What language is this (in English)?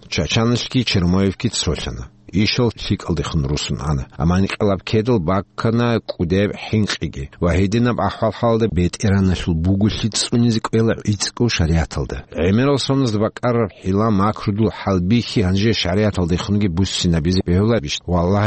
Avaric